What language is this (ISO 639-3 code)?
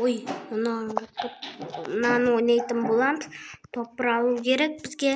kaz